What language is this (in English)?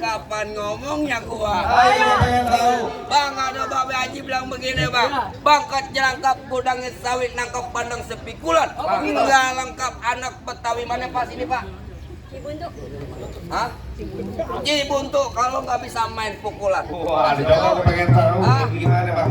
Betawi